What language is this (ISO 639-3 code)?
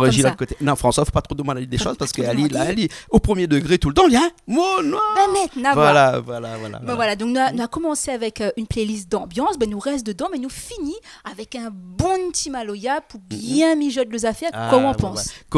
rcf